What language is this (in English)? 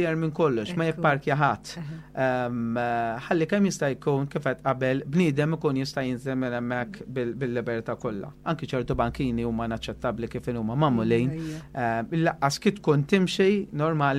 Maltese